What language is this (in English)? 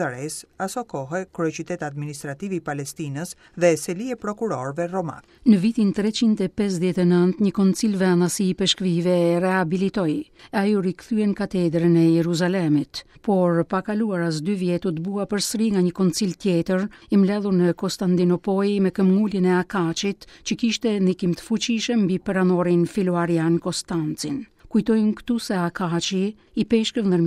Albanian